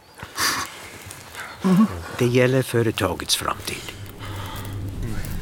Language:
Swedish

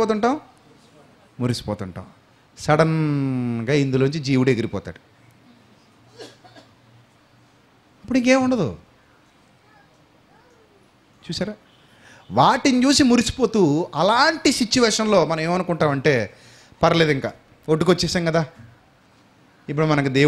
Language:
Telugu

